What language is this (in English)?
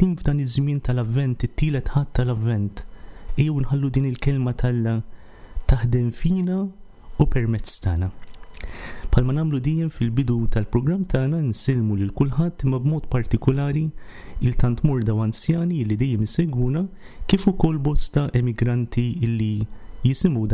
Maltese